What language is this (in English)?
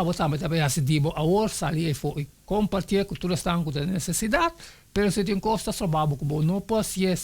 Papiamento